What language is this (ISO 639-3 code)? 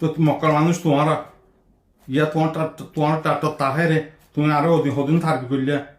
rhg